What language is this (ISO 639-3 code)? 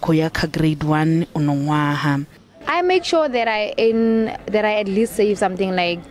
ven